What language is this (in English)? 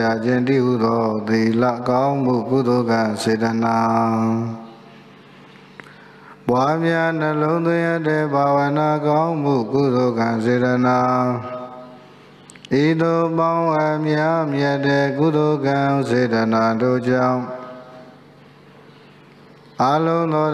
Burmese